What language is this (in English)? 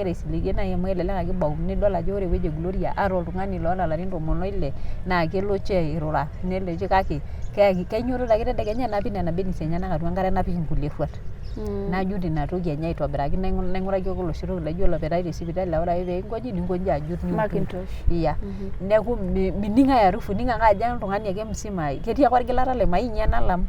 Masai